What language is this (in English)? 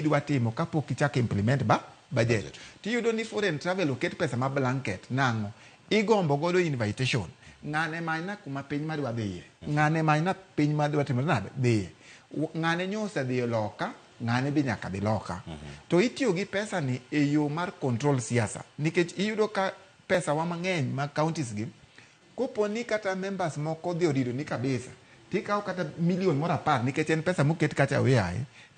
Luo (Kenya and Tanzania)